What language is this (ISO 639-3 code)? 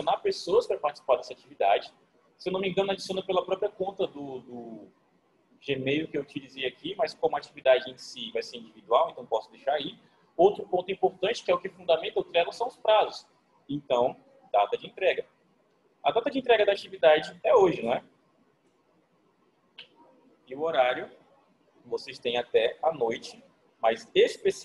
por